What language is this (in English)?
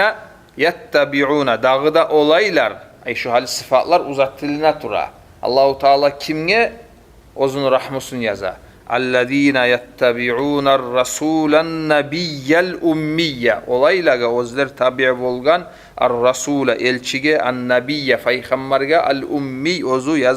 Kumyk